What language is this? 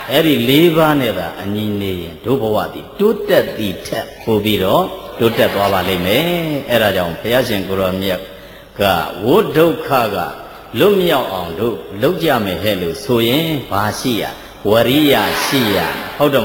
Burmese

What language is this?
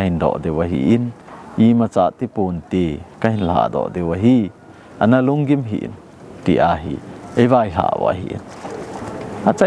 Thado Chin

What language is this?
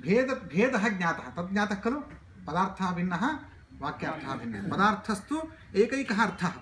Sanskrit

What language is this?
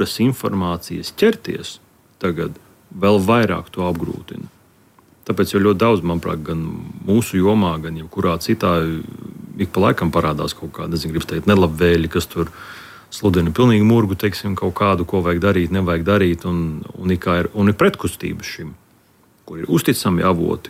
Latvian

